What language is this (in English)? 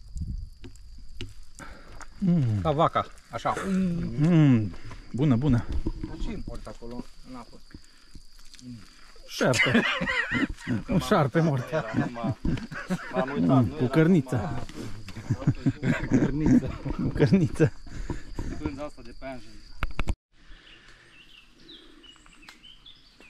Romanian